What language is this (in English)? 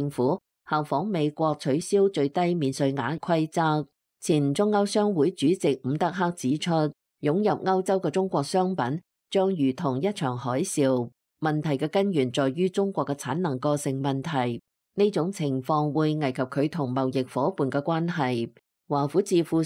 Cantonese